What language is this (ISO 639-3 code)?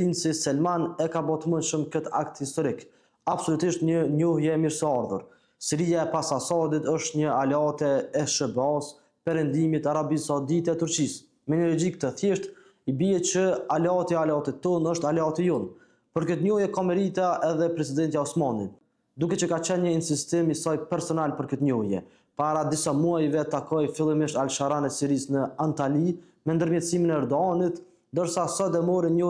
sqi